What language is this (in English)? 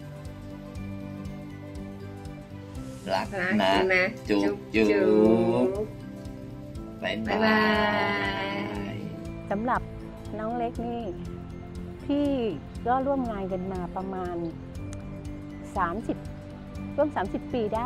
Thai